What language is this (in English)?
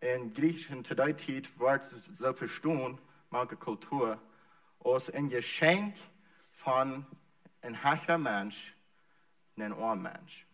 Plautdietsch